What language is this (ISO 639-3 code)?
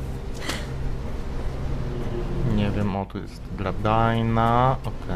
pol